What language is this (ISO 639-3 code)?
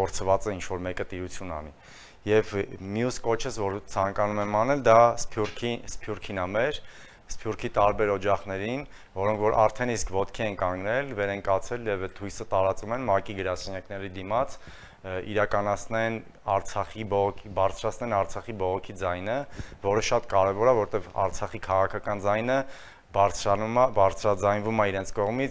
hye